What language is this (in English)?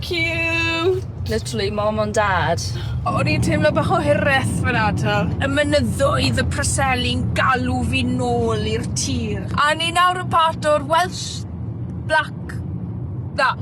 Welsh